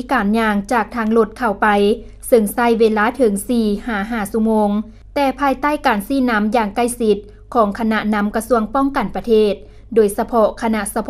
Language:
Lao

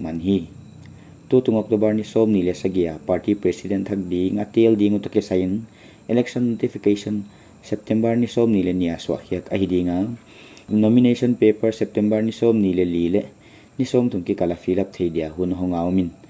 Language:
Paite Chin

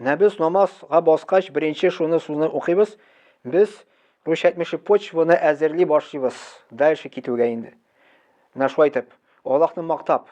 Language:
Tatar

